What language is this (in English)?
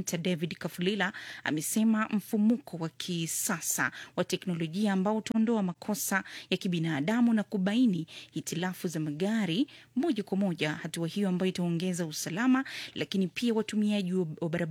Swahili